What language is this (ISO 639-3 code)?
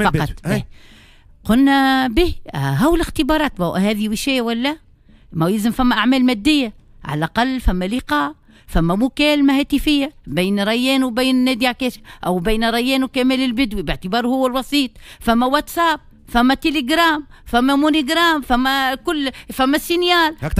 aeb